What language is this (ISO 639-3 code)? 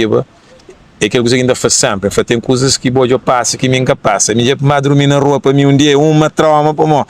kea